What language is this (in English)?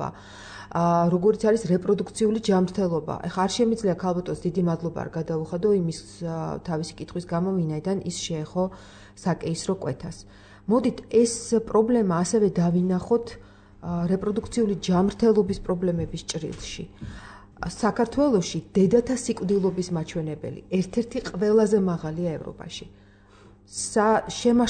Georgian